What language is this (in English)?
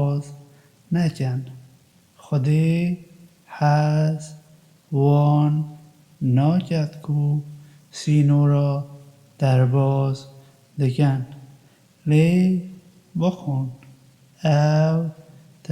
Kurdish